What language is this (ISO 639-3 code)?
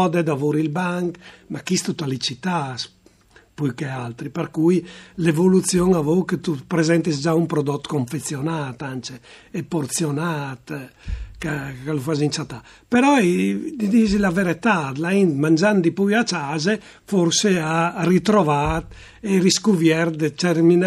fur